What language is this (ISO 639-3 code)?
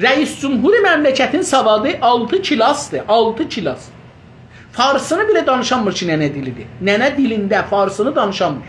azb